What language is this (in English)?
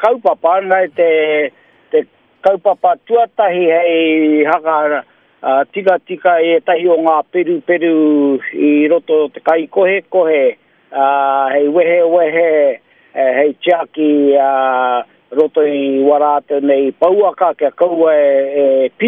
Māori